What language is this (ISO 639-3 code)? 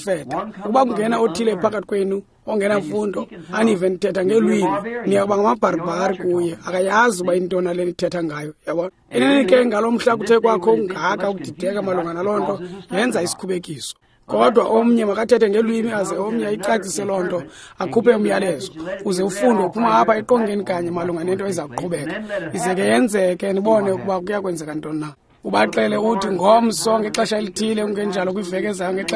xho